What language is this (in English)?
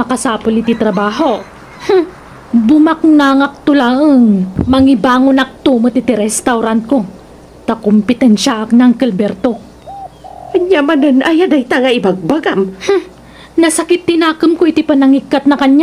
Iloko